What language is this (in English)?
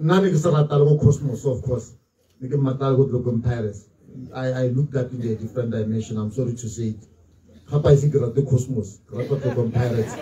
Tswana